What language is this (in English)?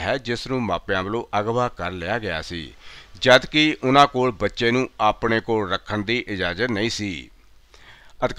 Punjabi